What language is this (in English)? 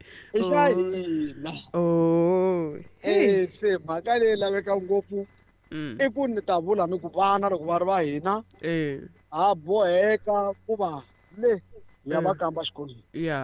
Tsonga